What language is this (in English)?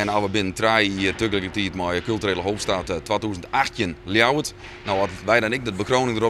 Western Frisian